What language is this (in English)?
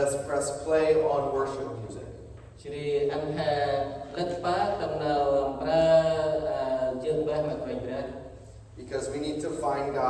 Central Mnong